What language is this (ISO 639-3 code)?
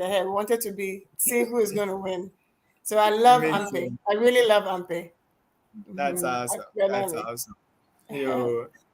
ewe